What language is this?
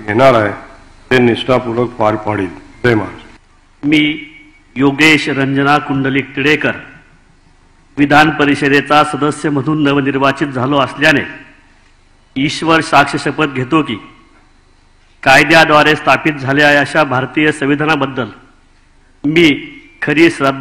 Marathi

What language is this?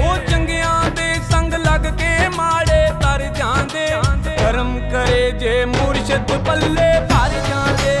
Pahari-Potwari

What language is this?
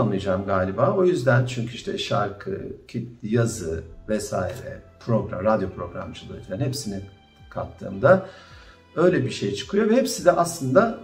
Turkish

